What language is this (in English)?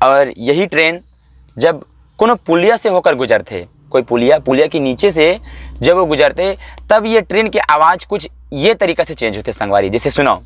Chhattisgarhi